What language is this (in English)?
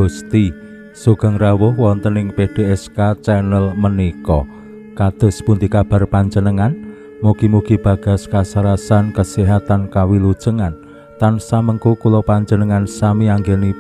Javanese